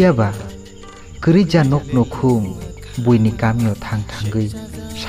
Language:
Kok Borok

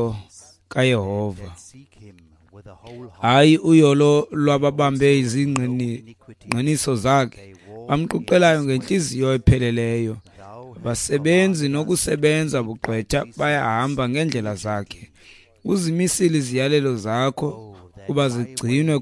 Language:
Xhosa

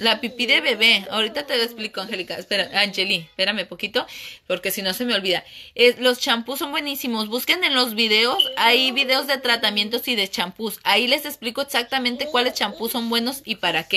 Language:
Spanish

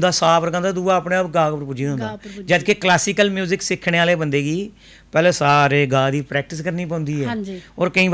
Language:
Dogri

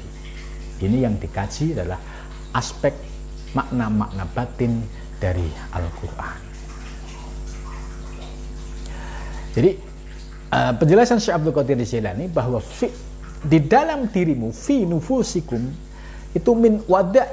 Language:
Indonesian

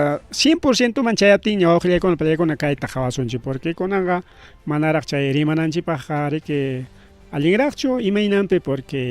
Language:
Ayacucho Quechua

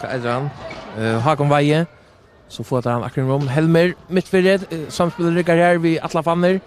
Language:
Faroese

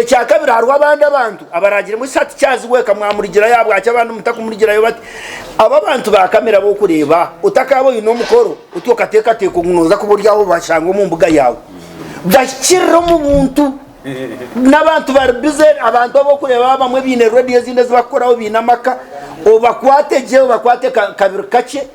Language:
Nyankole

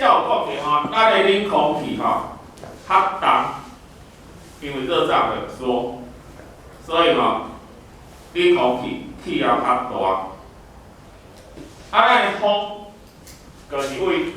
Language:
Min Nan Chinese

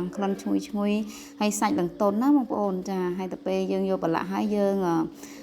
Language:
Khmer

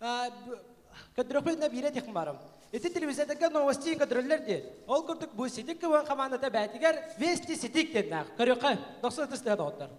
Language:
Yakut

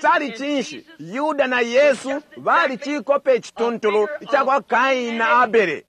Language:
Bemba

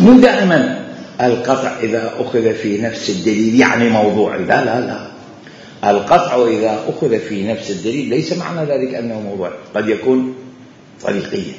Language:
Mesopotamian Arabic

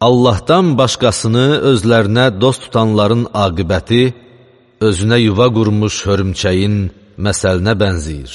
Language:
Azerbaijani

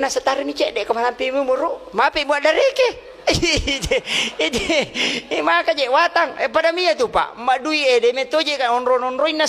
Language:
Buginese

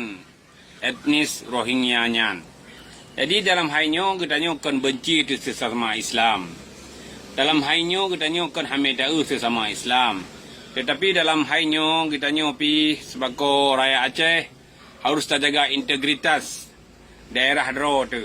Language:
Achinese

